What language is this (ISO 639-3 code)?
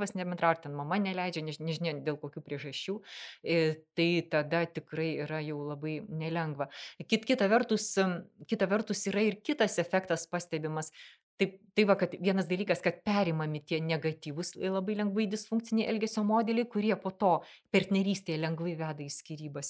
lit